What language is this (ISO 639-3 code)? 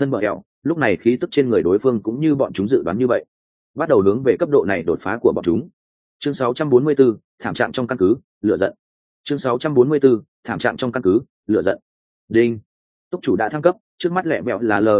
vie